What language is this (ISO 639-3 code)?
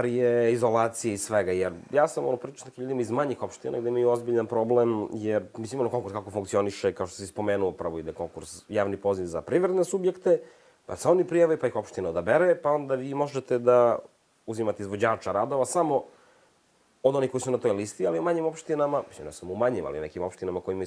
srp